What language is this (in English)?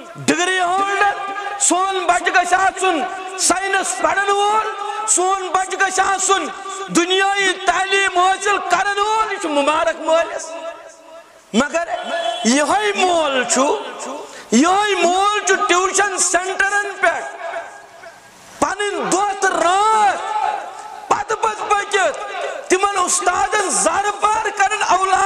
Kashmiri